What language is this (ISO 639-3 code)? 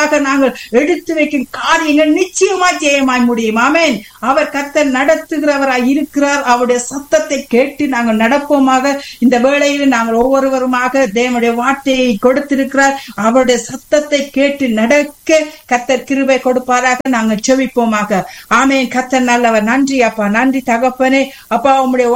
tam